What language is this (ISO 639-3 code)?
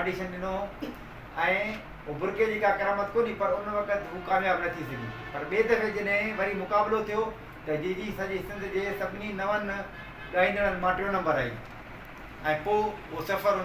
snd